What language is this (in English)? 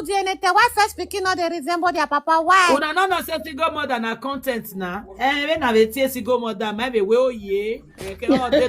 Nigerian Pidgin